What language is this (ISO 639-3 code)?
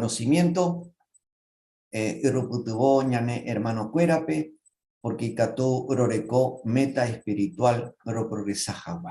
grn